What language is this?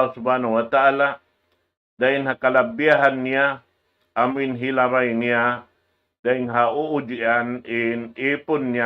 Tausug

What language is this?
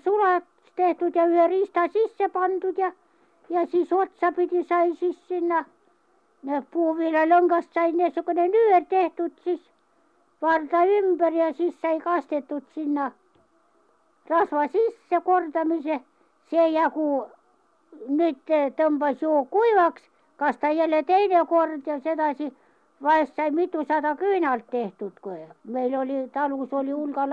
Estonian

